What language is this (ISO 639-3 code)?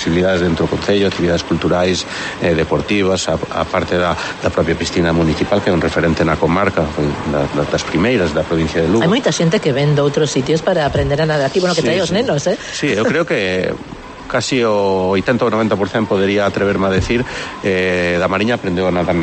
glg